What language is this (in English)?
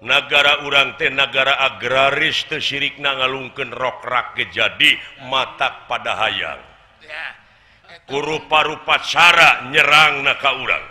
Sundanese